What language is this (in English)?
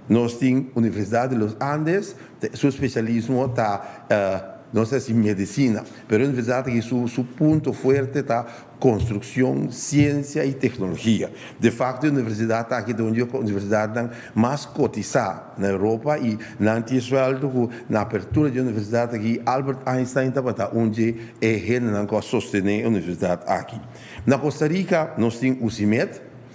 Papiamento